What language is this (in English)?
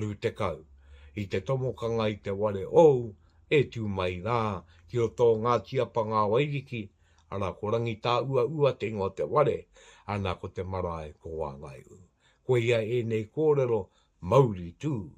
Māori